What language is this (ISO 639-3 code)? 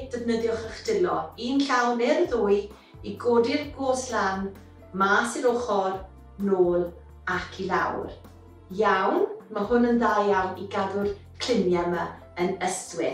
cym